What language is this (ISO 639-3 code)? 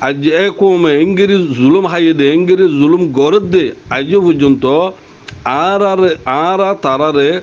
rhg